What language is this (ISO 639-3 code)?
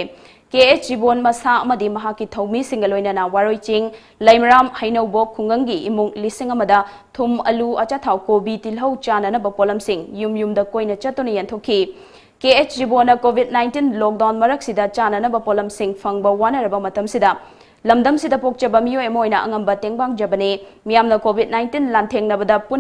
mni